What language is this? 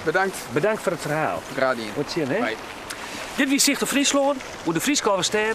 Western Frisian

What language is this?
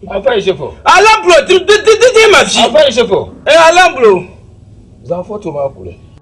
Dagbani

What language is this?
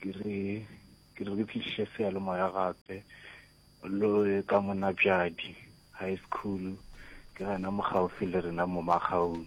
Northern Sotho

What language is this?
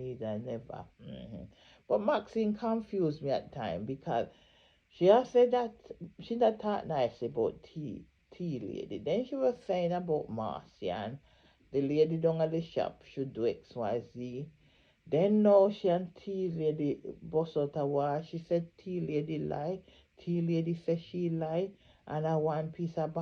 Jamaican Creole English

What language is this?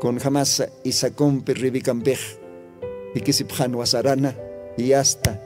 Aymara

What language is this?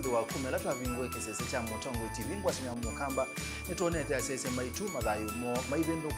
Kamba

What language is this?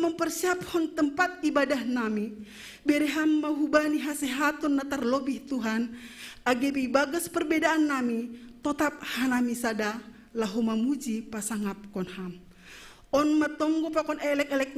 Batak Simalungun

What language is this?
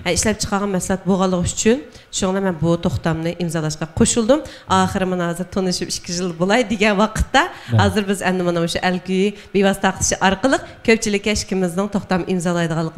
Uyghur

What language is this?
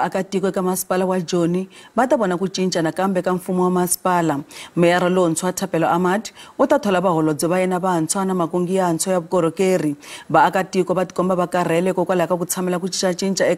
Tsonga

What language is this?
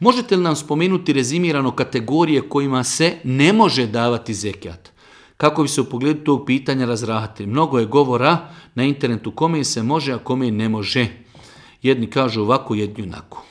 Bosnian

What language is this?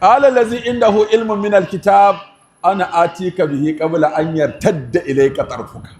Hausa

